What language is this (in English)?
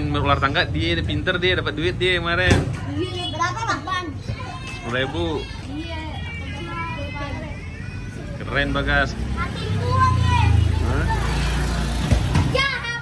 Indonesian